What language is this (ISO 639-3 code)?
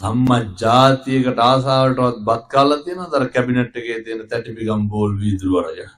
sin